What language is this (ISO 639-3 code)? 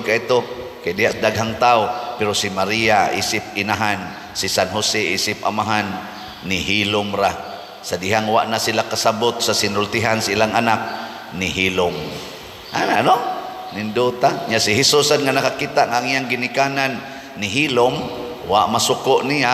ceb